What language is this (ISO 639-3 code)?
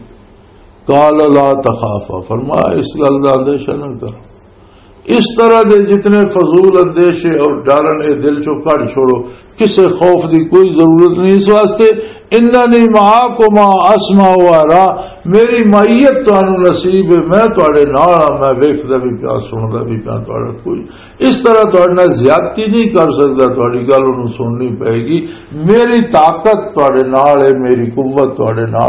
lah